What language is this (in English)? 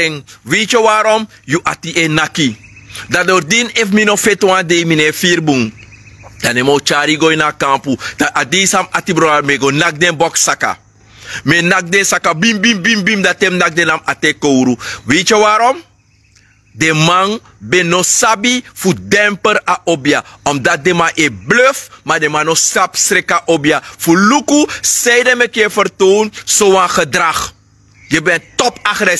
Sranan Tongo